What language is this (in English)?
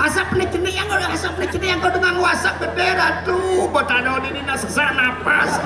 Balinese